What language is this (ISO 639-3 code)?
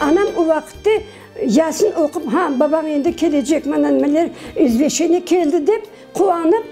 crh